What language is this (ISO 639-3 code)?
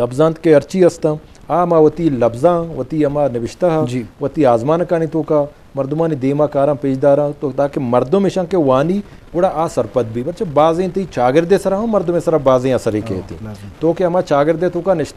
bgp